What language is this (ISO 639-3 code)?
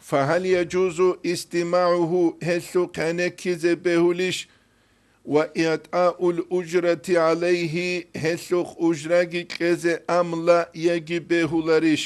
ava